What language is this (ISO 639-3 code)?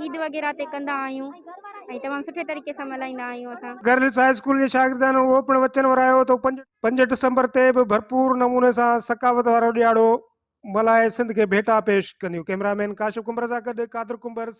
snd